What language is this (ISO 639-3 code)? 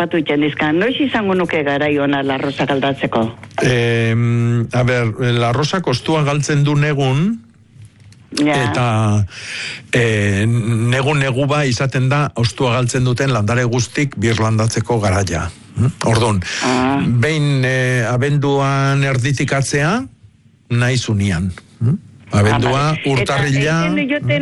eus